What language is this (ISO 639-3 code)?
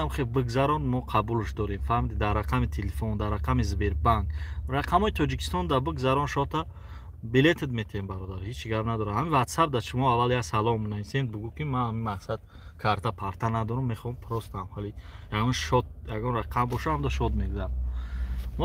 tgk